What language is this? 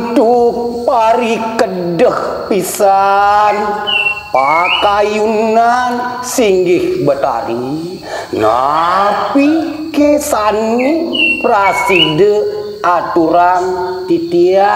Balinese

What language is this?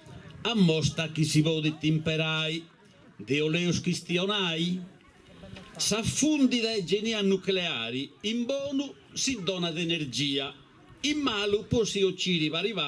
Sardinian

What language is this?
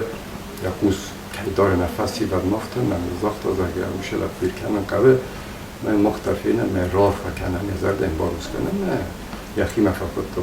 Ossetic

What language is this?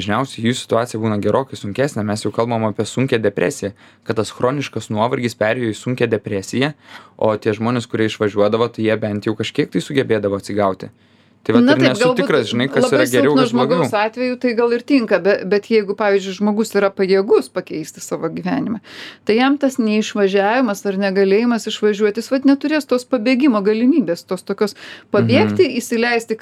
Lithuanian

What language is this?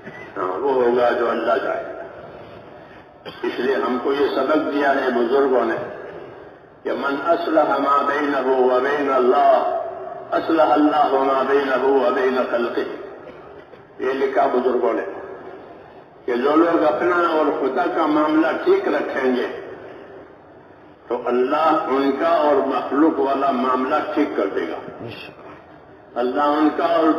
Urdu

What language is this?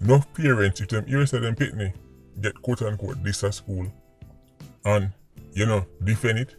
Jamaican Creole English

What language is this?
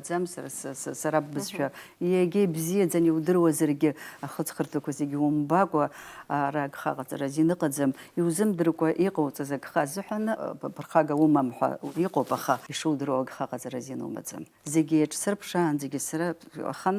Abkhazian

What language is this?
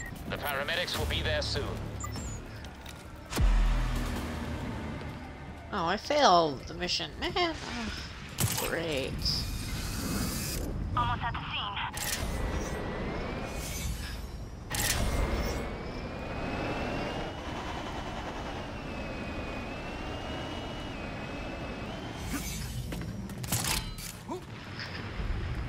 English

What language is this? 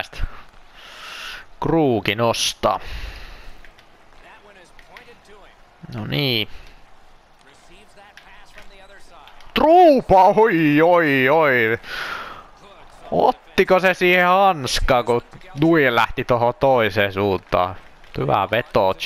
Finnish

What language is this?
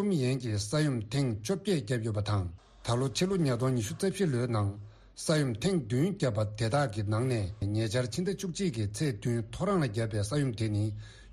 Tibetan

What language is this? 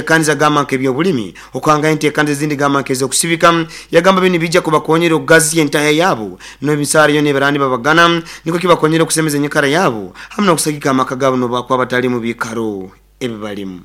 Nyoro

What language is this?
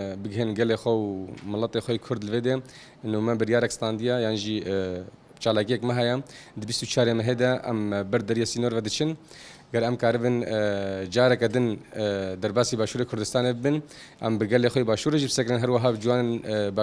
Kurdish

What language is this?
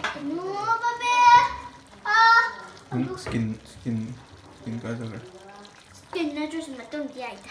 Manipuri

